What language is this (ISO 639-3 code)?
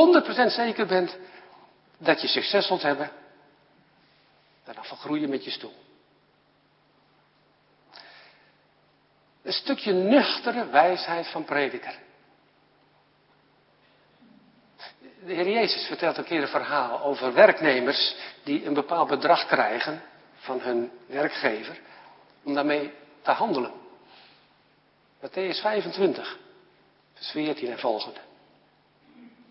nld